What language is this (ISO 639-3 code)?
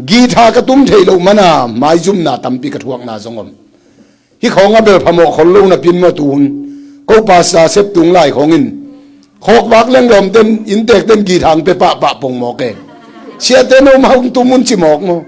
ctd